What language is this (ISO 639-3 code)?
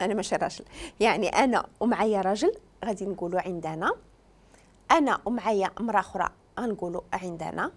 ary